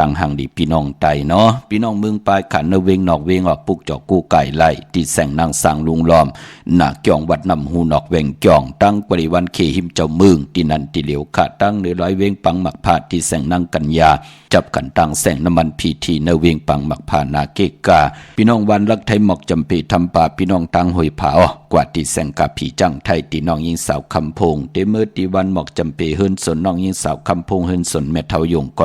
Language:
Shan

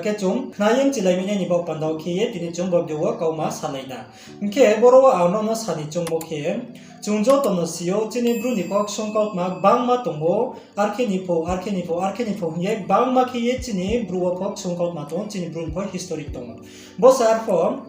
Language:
Riang (India)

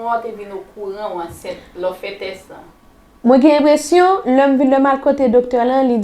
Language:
Haitian Creole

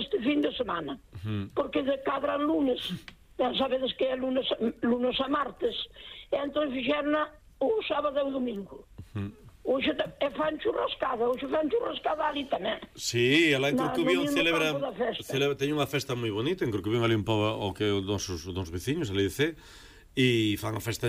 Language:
Galician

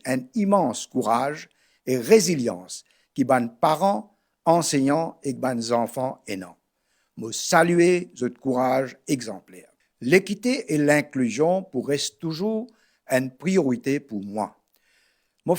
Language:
Morisyen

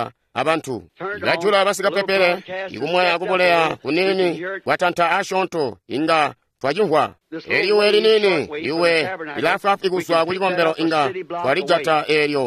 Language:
Tonga (Zambia)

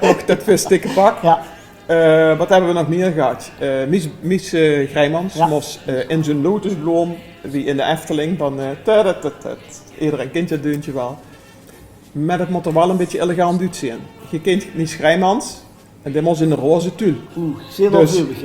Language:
Limburgish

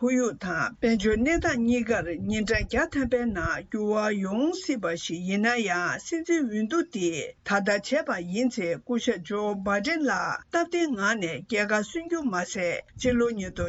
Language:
Tibetan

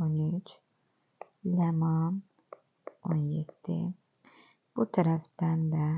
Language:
Azerbaijani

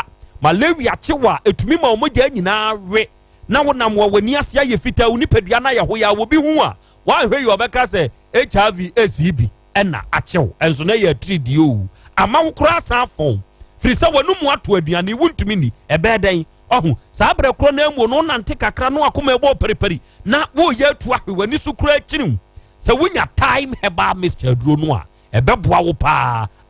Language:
Akan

